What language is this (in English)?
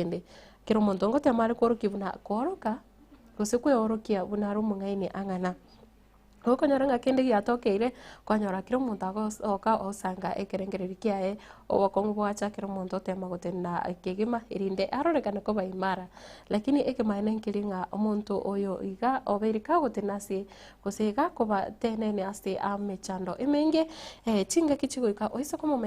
Gusii